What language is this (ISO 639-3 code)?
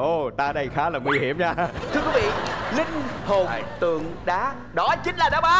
vie